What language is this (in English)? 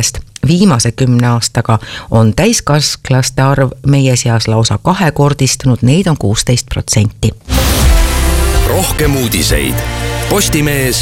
Estonian